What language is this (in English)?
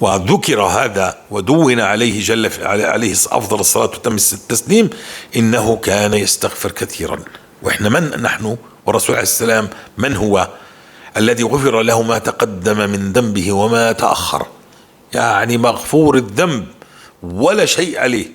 North Levantine Arabic